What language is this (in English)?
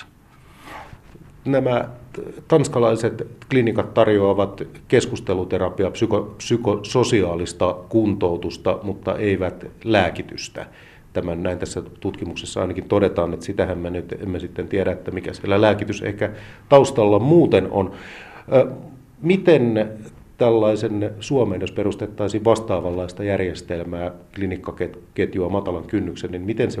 Finnish